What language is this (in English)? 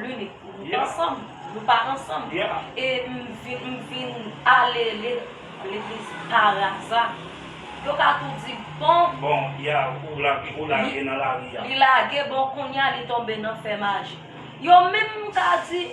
Haitian Creole